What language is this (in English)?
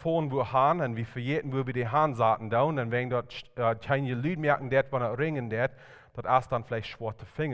Plautdietsch